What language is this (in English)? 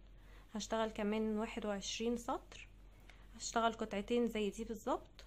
Egyptian Arabic